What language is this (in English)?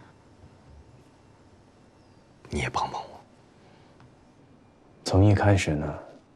Chinese